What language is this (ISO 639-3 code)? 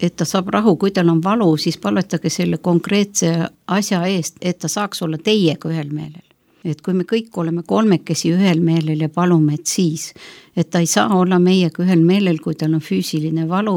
est